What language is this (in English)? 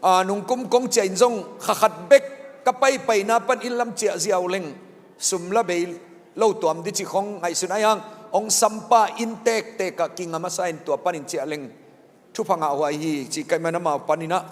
Tedim Chin